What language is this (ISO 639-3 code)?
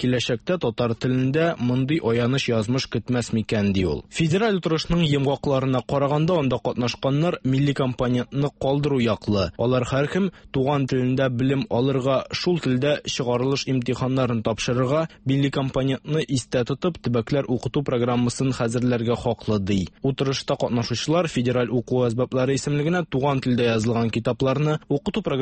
tat